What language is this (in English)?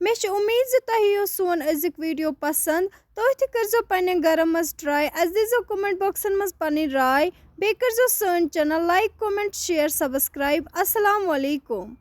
Kashmiri